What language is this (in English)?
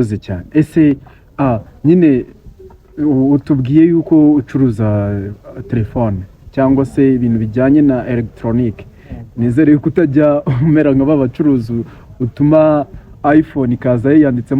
Kinyarwanda